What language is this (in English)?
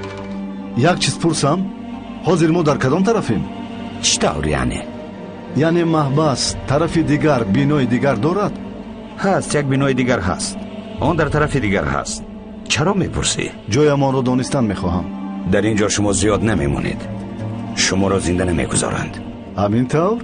Tajik